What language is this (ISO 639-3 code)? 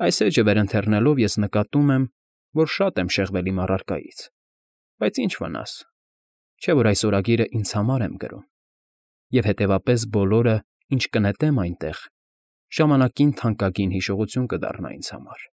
hye